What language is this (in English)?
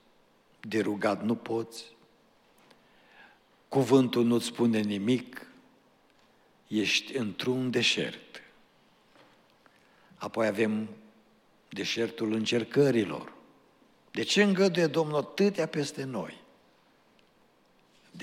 Romanian